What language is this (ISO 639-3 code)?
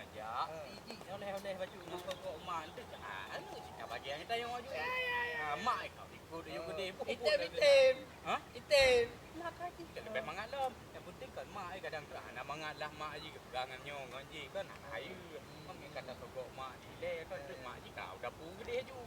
ace